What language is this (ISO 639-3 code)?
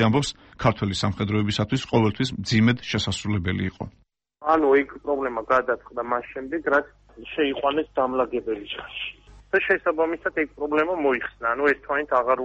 kat